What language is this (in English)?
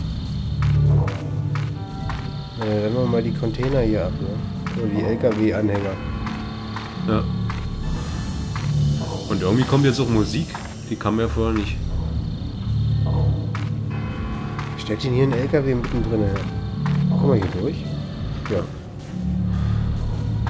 German